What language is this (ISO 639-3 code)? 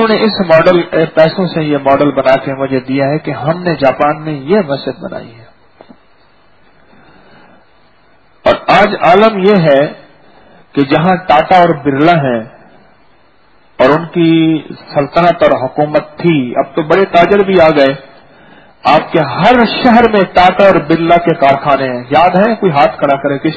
urd